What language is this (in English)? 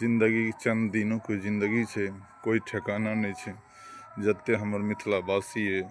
Maithili